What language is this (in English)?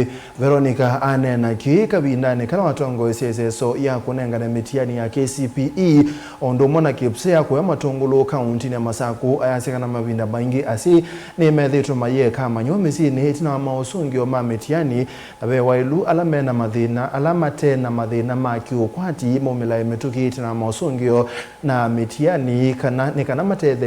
Kamba